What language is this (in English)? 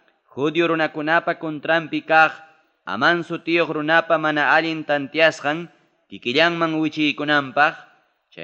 Ayacucho Quechua